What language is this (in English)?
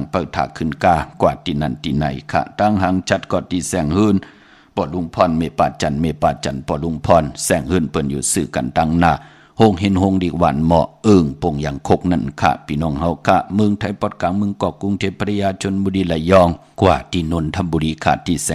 Shan